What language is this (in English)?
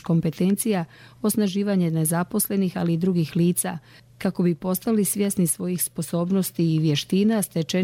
Bosnian